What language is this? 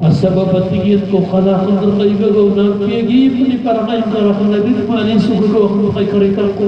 Maranao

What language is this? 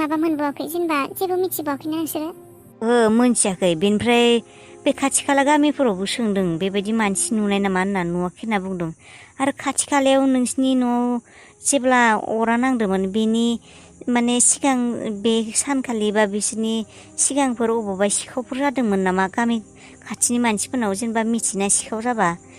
Bodo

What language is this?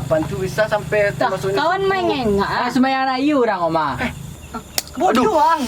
Minangkabau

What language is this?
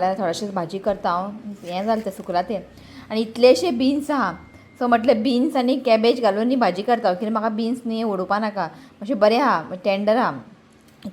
Konkani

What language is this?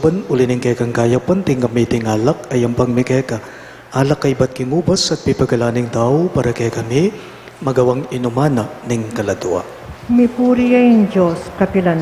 Pampanga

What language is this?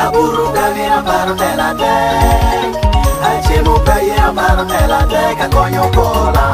Lango (Uganda)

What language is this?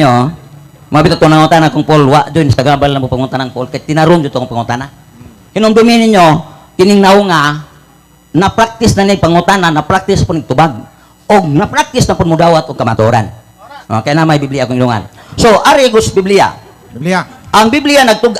Cebuano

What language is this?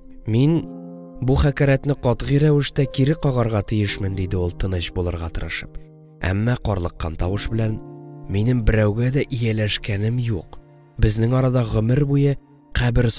Tatar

